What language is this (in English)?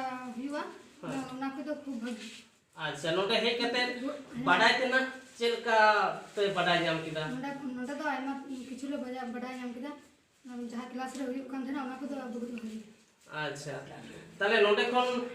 Santali